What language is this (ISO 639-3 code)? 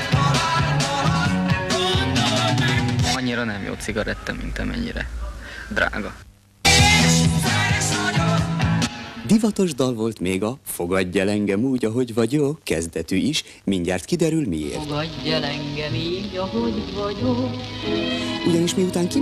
hun